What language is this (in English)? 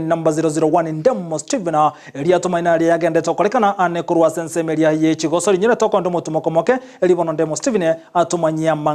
Gusii